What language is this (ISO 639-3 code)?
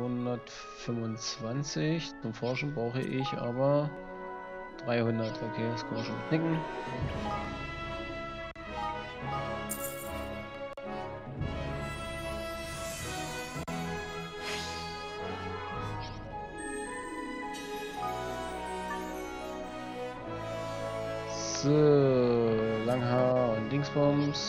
deu